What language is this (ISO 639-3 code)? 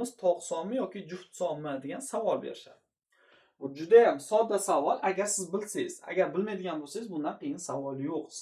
uzb